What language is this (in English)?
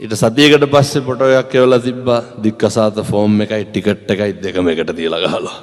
Sinhala